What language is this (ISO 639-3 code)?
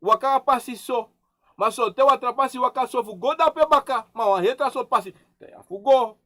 srn